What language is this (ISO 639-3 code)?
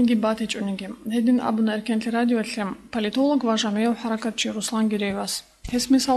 ava